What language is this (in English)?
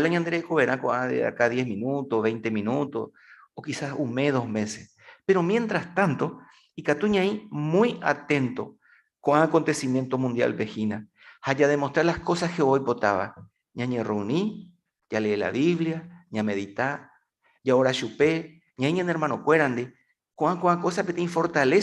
Guarani